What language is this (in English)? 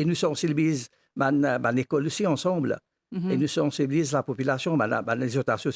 Morisyen